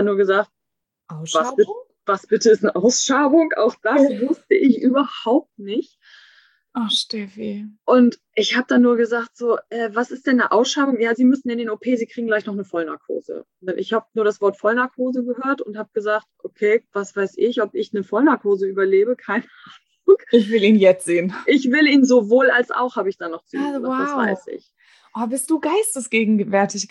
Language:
German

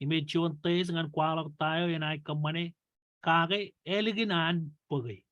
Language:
Marshallese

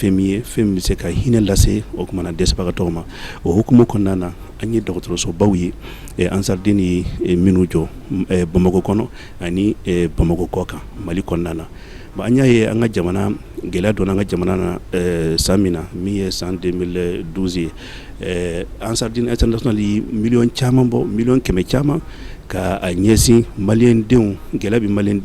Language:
Bambara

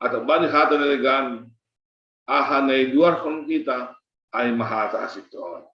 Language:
Batak Simalungun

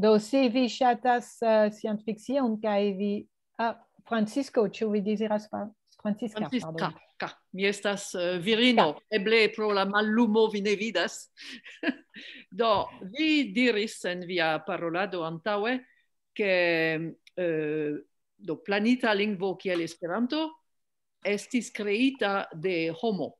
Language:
Esperanto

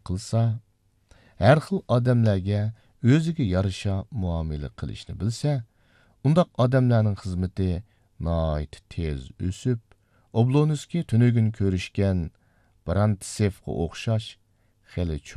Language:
Uyghur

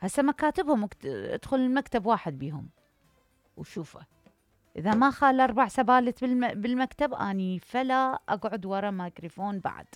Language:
Mesopotamian Arabic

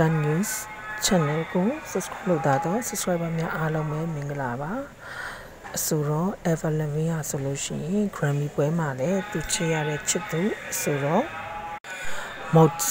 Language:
Burmese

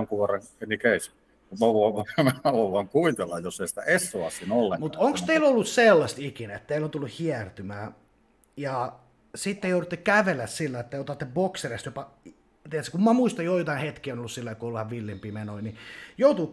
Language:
Finnish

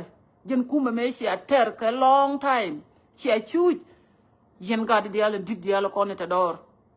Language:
Nuer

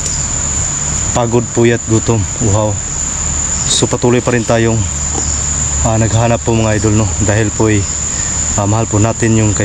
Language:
Filipino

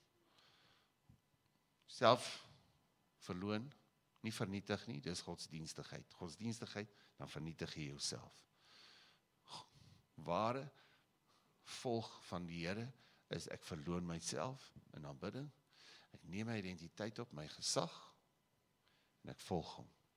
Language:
Afrikaans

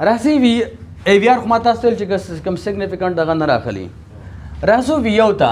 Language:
Pashto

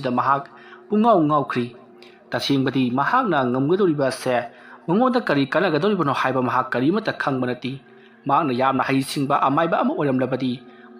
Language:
Manipuri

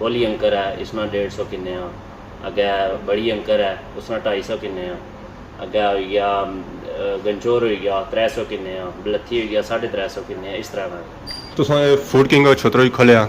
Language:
Pahari-Potwari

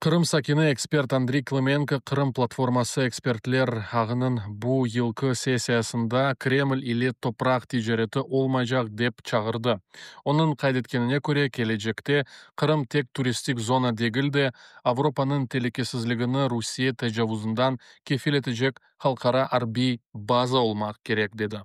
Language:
Crimean Tatar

